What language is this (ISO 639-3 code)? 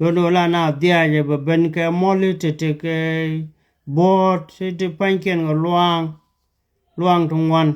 nus